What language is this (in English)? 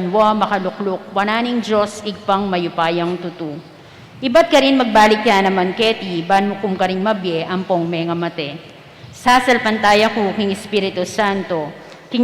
Pampanga